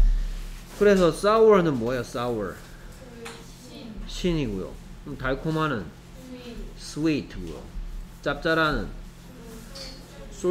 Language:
Korean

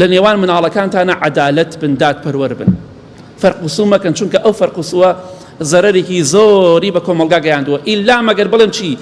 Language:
Central Kurdish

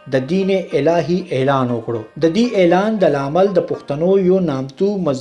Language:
Pashto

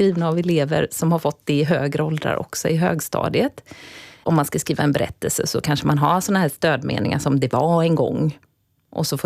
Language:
Swedish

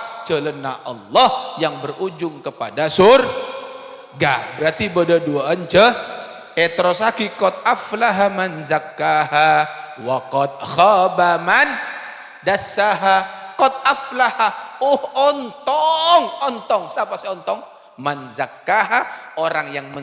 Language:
Madurese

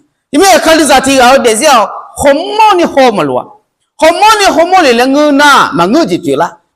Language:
Akha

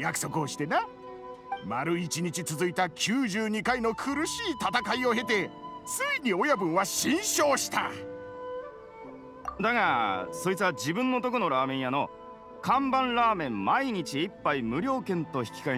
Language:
Japanese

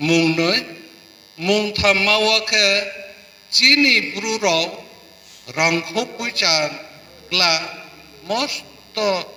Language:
Riang (India)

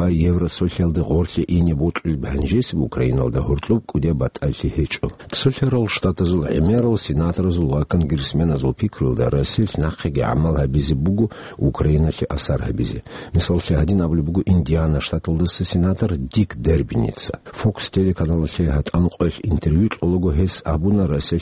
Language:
Avaric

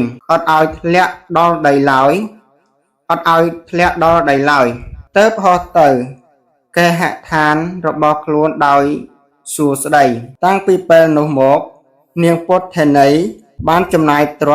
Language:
Khmer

